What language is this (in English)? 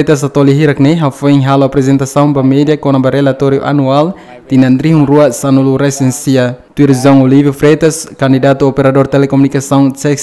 Tetum